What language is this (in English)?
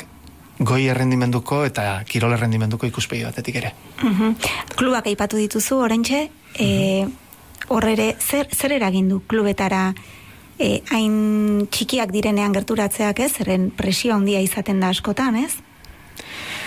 Basque